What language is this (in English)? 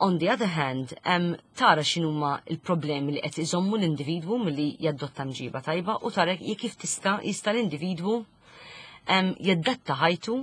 Maltese